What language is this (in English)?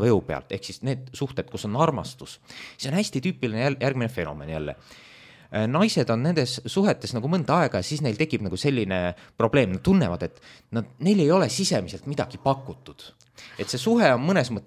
Estonian